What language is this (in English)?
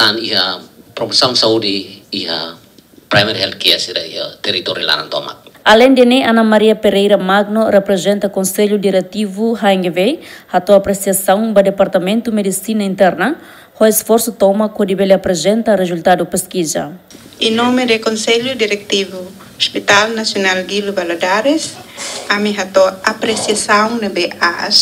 Tetum